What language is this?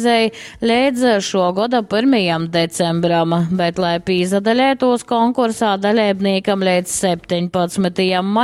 Latgalian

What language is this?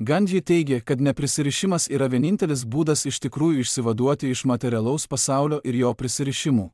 Lithuanian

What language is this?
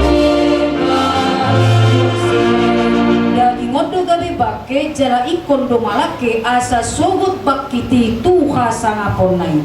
Batak Toba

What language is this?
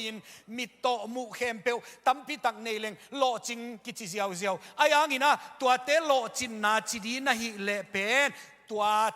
Tedim Chin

